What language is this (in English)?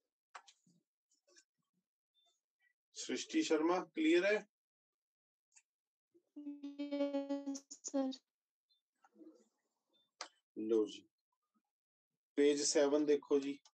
Hindi